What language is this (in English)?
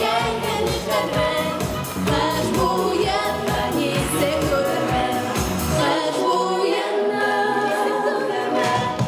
Bashkir